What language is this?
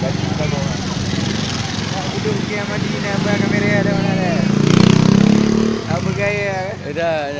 Malay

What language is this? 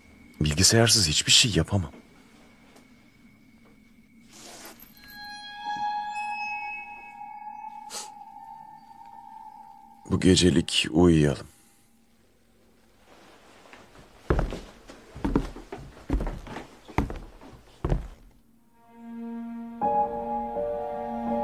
Turkish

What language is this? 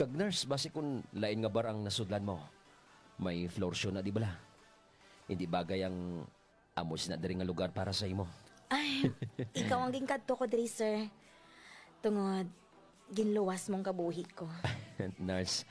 Hiligaynon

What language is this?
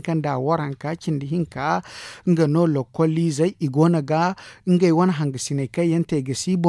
Zarma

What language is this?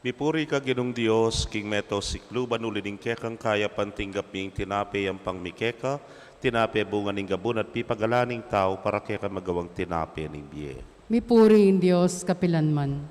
Pampanga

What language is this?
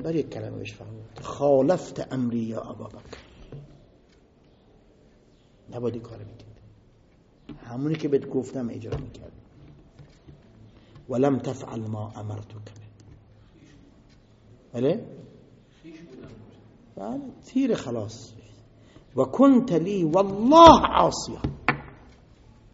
Persian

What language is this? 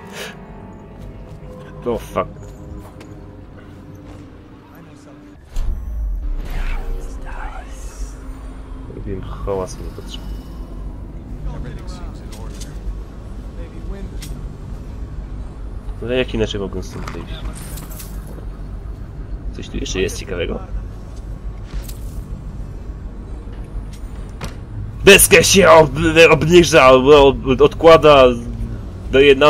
Polish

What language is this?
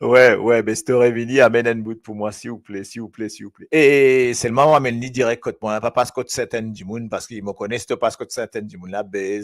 Morisyen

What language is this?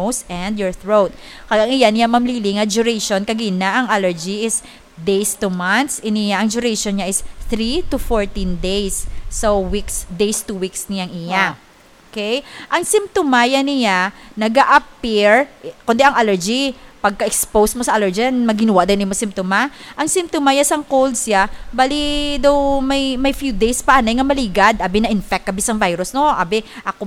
Hiligaynon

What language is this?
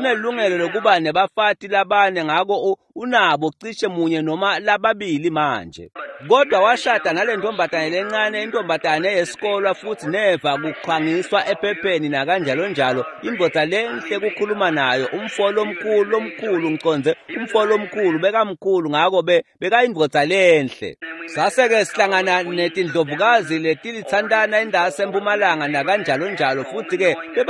Swati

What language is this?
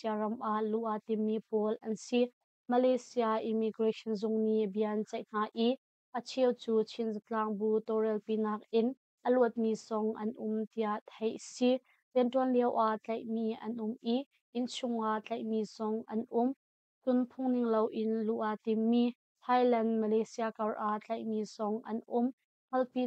Hakha Chin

